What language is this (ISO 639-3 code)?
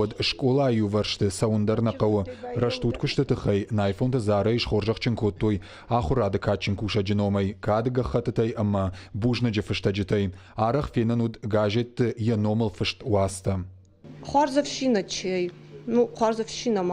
oss